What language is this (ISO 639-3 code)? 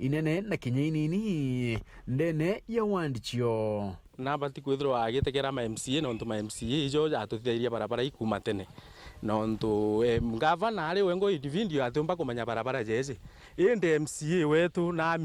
mer